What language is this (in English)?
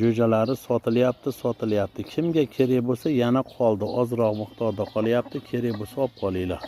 Uzbek